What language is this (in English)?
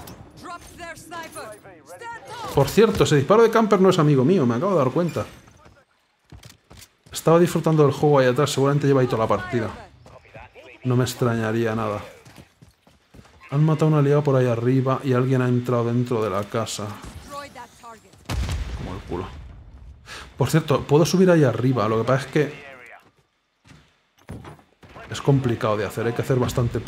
Spanish